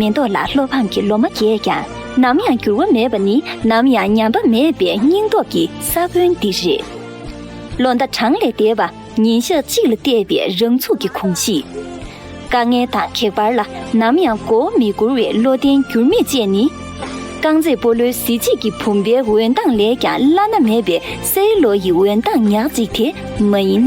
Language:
Tibetan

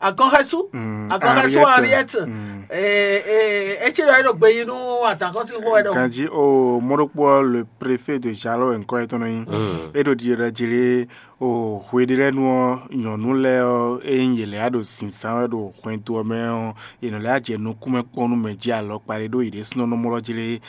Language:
Fon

